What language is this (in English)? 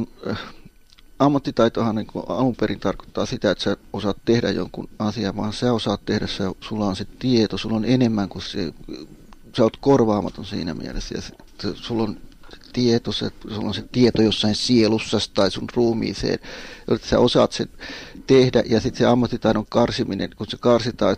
Finnish